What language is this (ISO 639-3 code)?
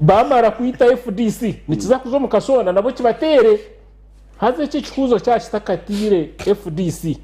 nyn